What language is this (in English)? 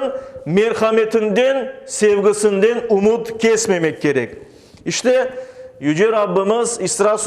Crimean Tatar